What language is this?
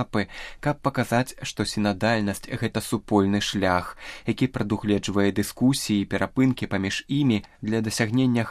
Belarusian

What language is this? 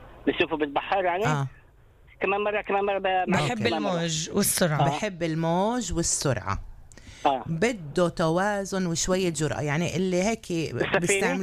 North Levantine Arabic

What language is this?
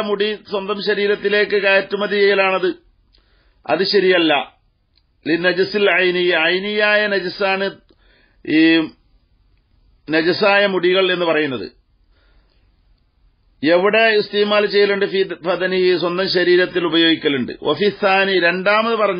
Malayalam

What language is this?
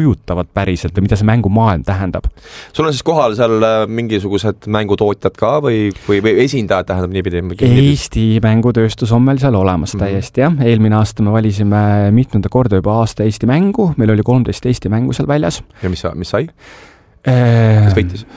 Estonian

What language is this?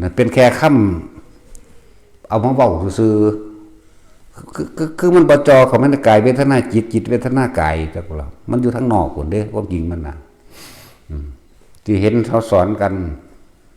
Northeastern Thai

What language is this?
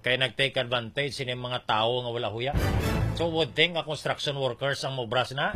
Hiligaynon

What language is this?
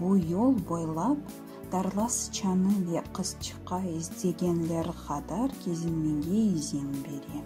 Crimean Tatar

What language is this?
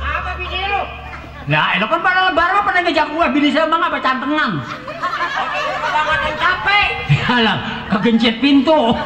Betawi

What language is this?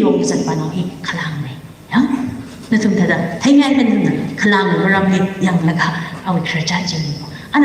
Tangkhul Naga (India)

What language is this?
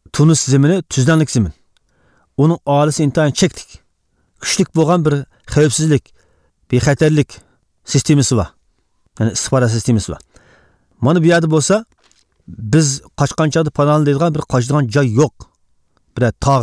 Uyghur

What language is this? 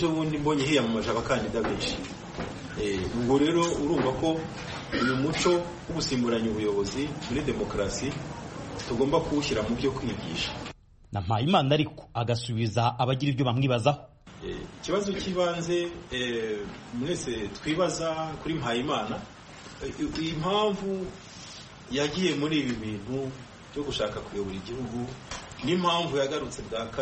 Kinyarwanda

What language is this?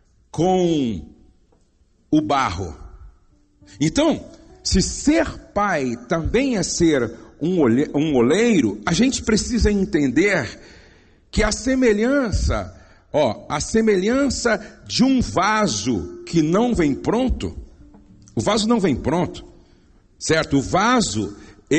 Portuguese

